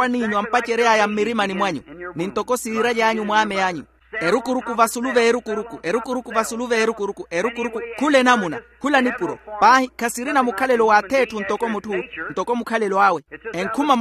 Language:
Makhuwa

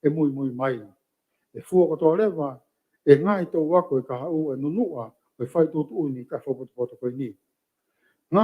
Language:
Tongan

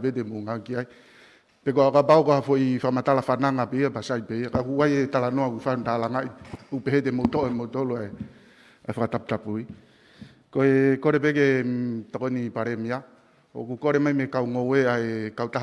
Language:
Tongan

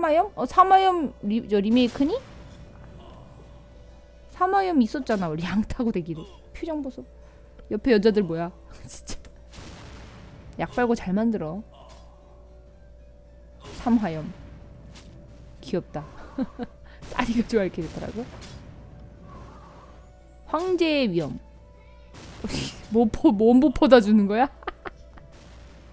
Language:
Korean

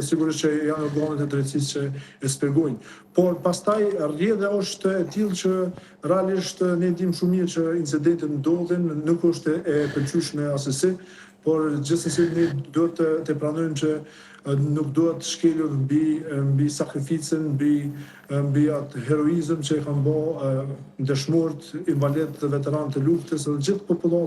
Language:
Albanian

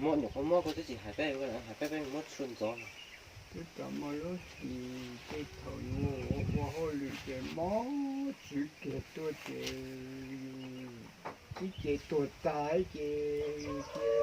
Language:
Hmong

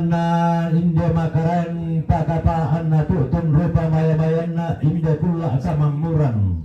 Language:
Toraja-Sa'dan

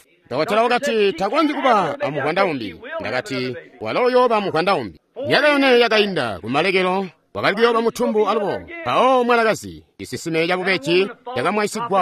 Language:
Tonga (Zambia)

